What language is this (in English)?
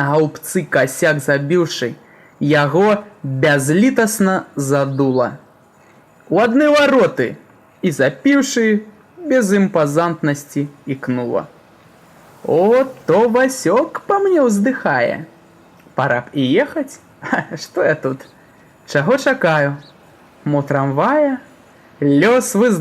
Belarusian